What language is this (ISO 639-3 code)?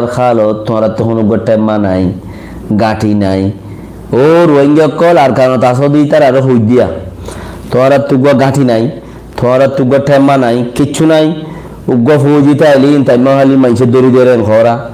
rhg